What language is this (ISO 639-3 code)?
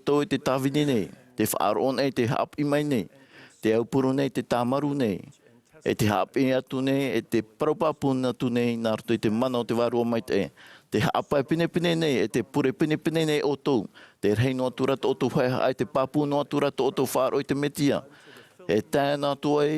tah